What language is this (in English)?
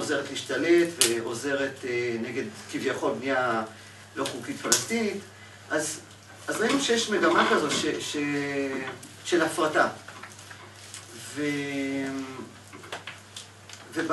Hebrew